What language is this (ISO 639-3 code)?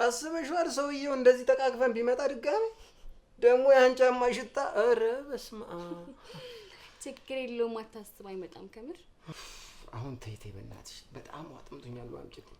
amh